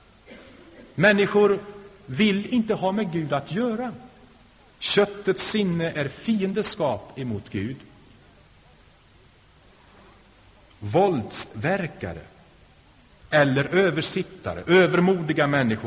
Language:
Swedish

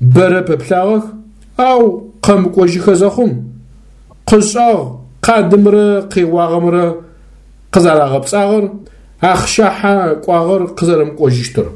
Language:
Adyghe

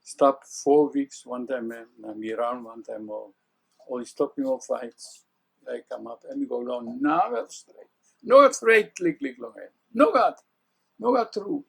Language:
Tok Pisin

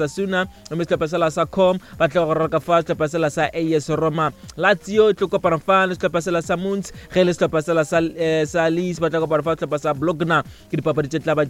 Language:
Northern Sotho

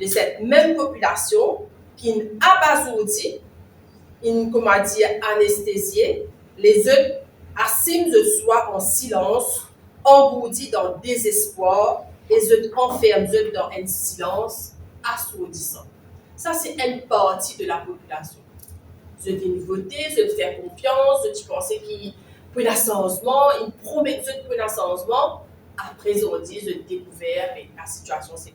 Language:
Morisyen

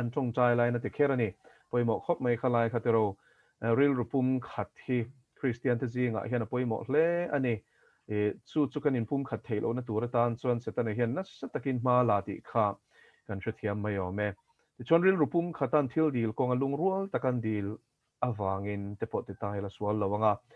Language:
Mizo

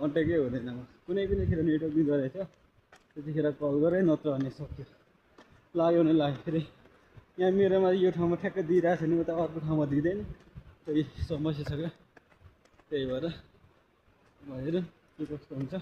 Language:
Nepali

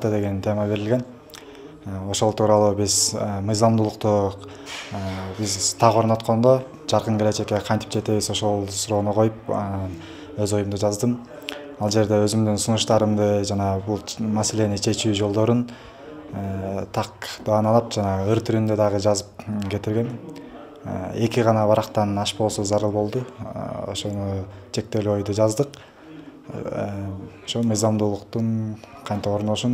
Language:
Kyrgyz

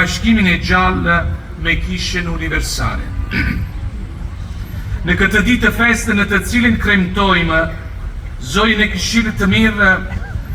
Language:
Albanian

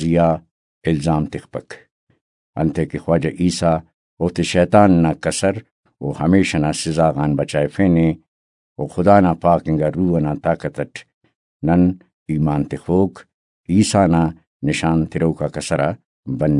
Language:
Brahui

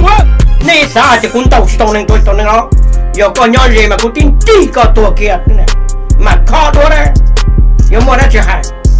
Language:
Hmong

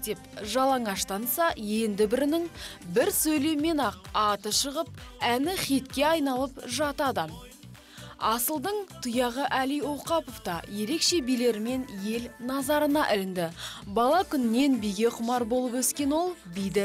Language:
Kazakh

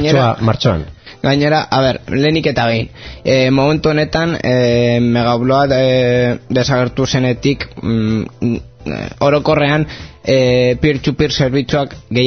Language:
Basque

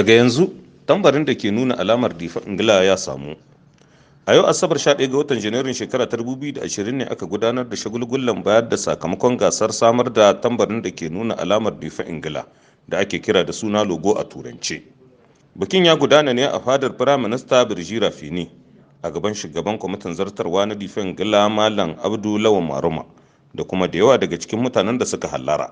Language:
Hausa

